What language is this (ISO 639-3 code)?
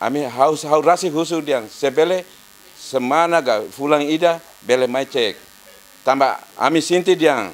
tet